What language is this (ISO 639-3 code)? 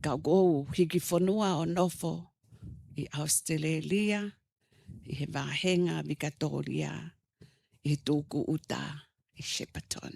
ton